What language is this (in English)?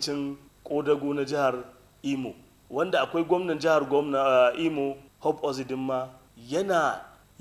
Hausa